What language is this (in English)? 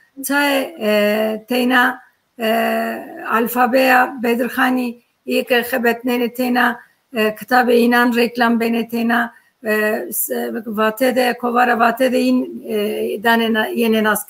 Zaza